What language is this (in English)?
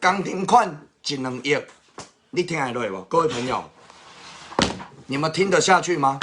Min Nan Chinese